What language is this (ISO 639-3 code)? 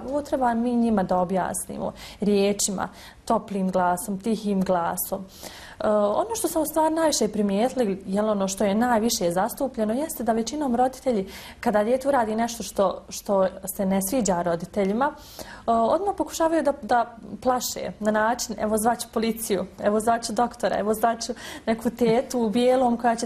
bos